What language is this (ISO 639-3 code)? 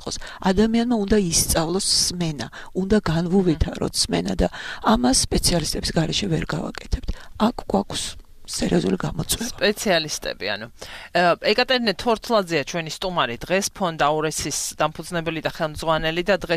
kat